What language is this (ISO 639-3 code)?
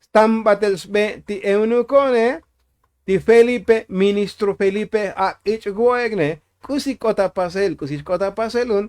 tzo